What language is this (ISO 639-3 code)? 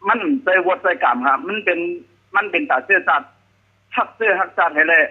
shn